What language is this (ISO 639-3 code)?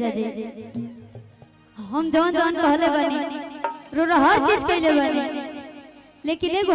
bho